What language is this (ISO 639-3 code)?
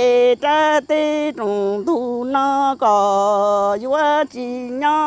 hmn